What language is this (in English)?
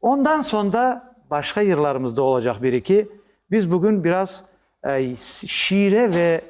Crimean Tatar